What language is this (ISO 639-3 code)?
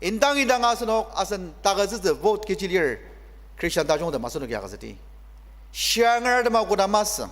njo